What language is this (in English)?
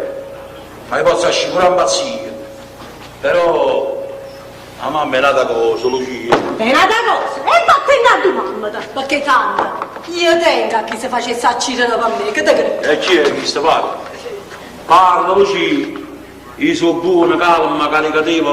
Neapolitan